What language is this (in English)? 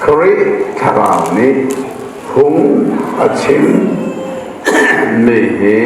Hakha Chin